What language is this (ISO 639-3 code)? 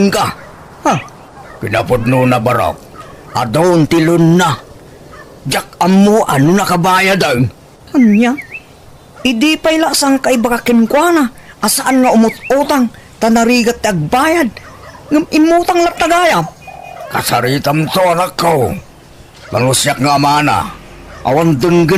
ilo